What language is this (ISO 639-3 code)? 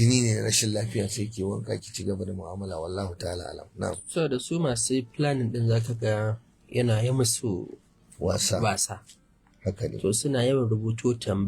hau